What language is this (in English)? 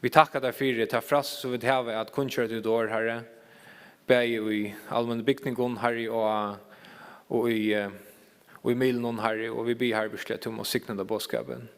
Faroese